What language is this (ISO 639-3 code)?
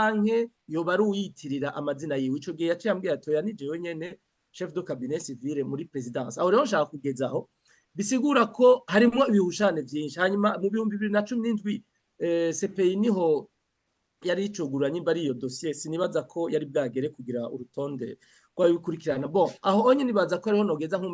run